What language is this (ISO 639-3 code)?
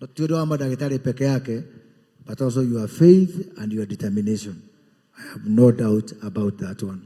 kik